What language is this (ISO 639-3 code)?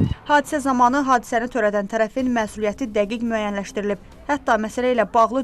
aze